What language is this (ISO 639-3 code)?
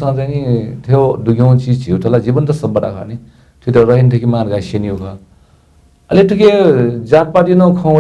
new